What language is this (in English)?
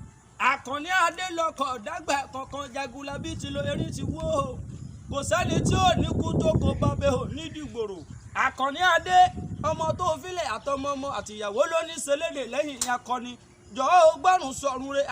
Yoruba